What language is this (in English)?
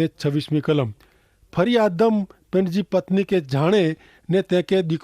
Kachhi